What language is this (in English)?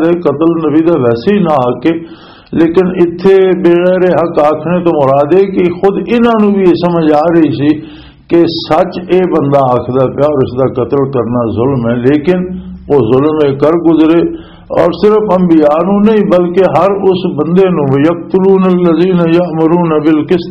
Western Panjabi